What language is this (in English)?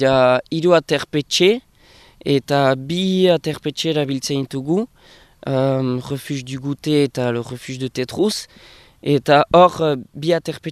Basque